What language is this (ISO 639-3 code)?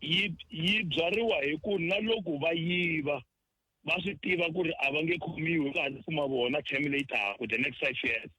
tso